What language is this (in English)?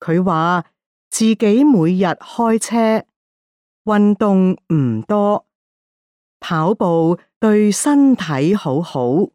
Cantonese